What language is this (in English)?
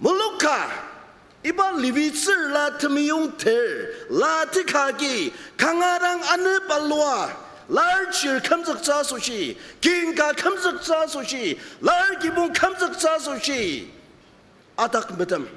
Ao Naga